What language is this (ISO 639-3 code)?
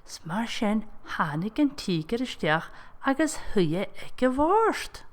gla